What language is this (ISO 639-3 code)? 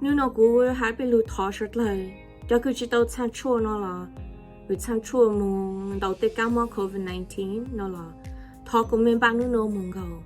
hmn